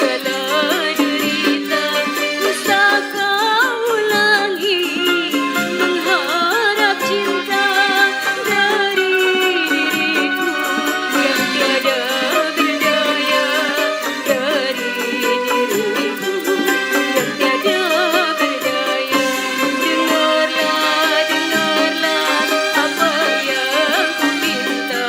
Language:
Betawi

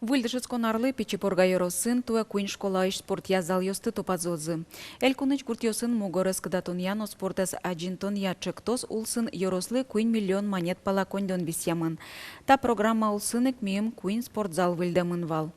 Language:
Udmurt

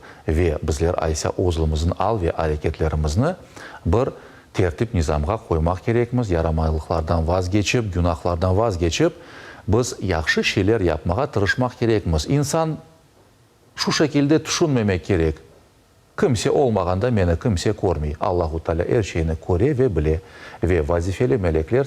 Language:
Crimean Tatar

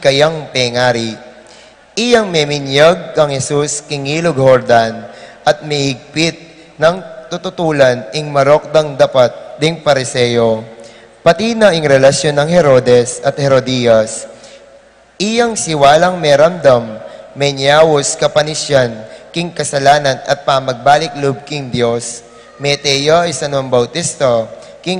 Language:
Pampanga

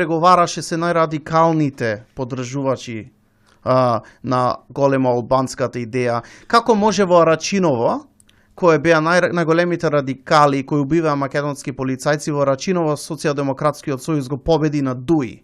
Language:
Macedonian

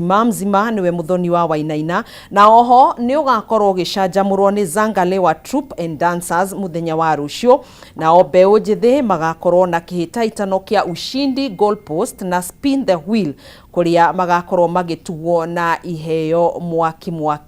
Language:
Kikuyu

